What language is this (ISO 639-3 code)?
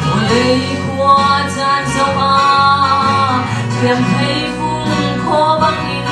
cnh